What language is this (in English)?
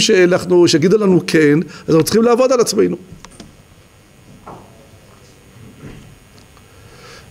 Hebrew